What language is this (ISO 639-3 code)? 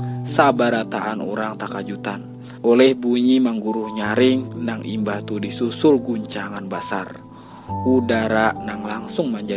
bjn